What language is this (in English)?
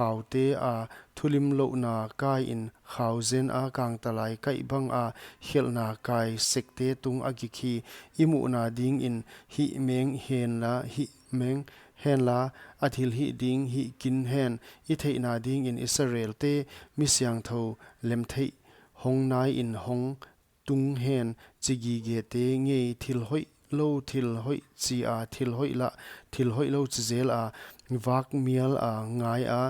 Paite Chin